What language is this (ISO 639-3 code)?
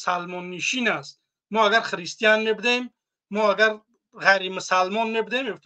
tgk